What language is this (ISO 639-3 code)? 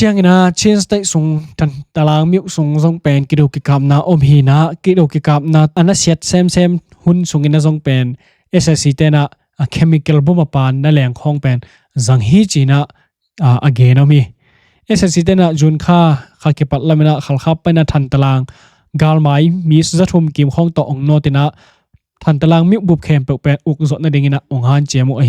ctd